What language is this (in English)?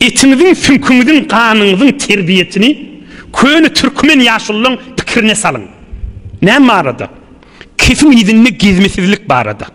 Turkmen